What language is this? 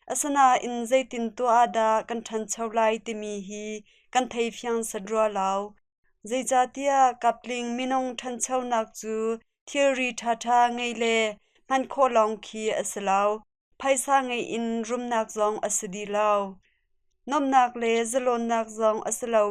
Hakha Chin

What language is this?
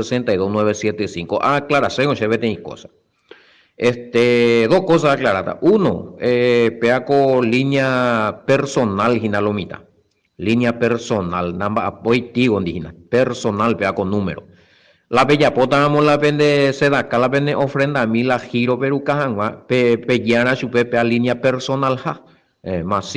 Guarani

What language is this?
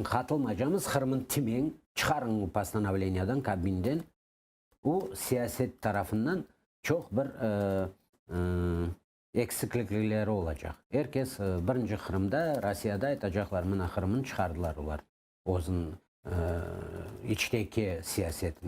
Crimean Tatar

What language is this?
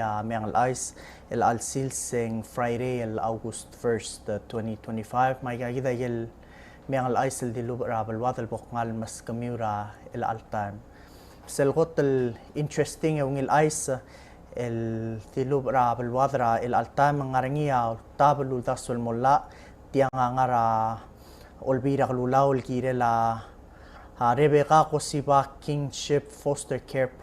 Palauan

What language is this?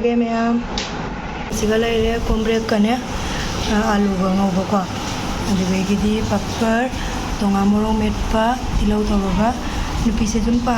Manipuri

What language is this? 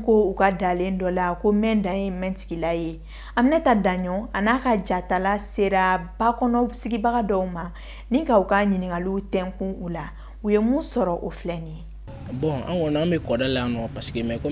Bambara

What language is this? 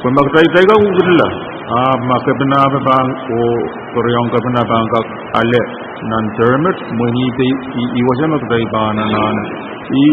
Pohnpeian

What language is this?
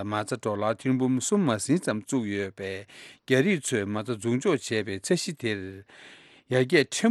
Tibetan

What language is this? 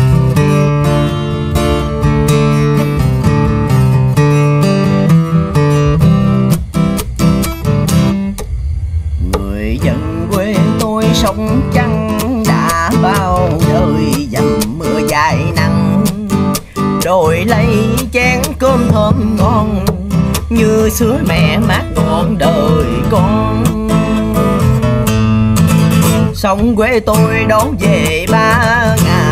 Vietnamese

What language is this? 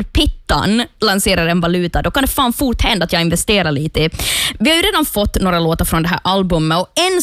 Swedish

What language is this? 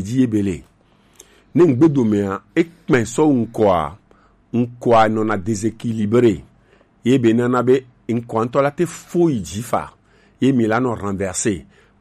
Gen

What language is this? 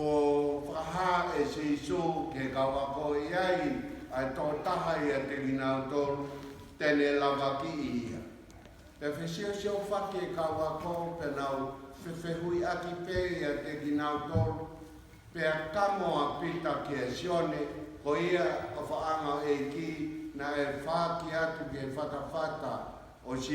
Tongan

